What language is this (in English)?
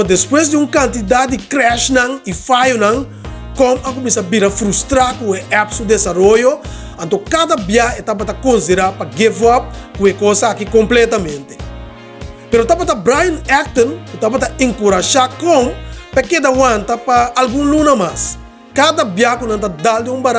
Papiamento